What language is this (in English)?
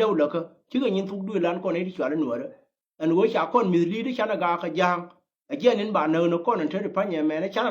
Nuer